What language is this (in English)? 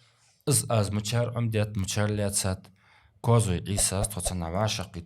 Ingush